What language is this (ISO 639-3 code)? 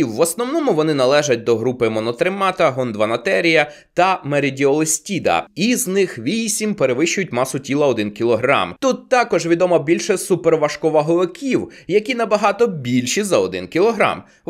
ukr